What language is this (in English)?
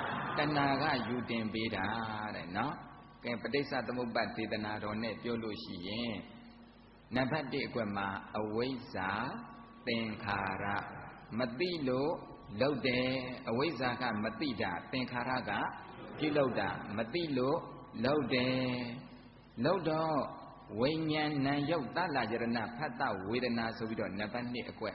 Burmese